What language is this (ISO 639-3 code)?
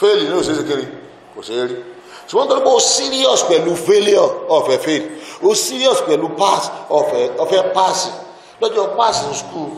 yor